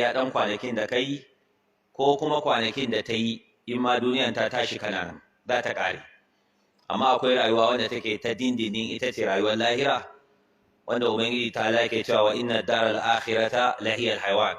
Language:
Hausa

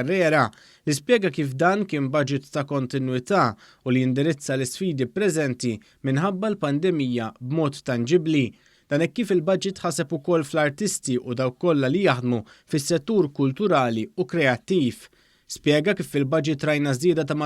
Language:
Maltese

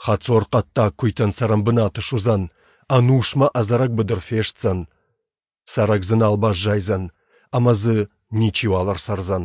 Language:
Ossetic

